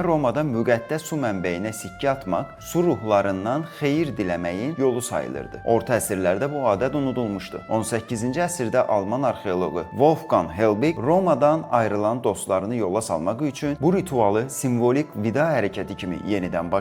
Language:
Azerbaijani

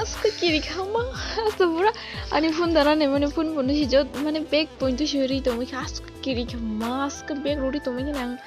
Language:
Kok Borok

